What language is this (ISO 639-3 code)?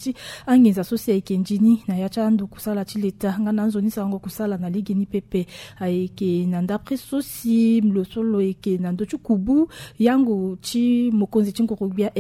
sag